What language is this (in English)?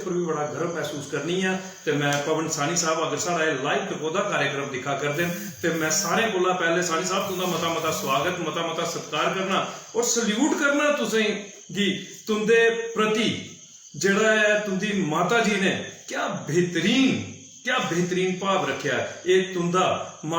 Dogri